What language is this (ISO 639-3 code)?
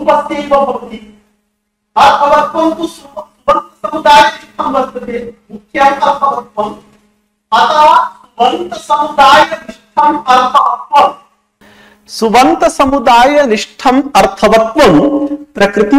san